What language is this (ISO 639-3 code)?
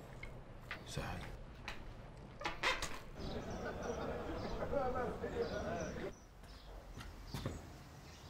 aeb